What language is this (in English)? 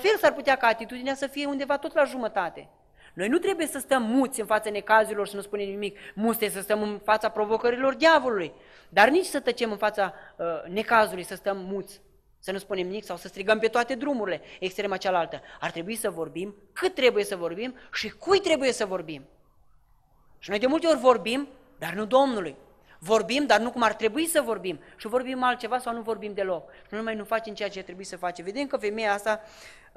Romanian